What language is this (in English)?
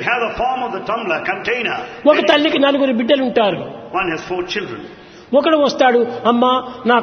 Telugu